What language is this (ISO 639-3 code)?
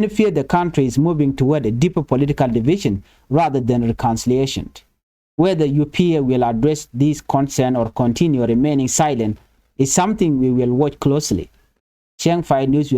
nus